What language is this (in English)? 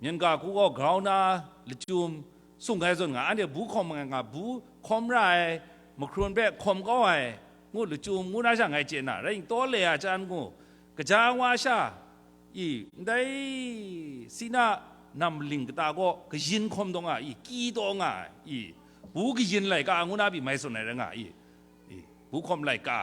Kachin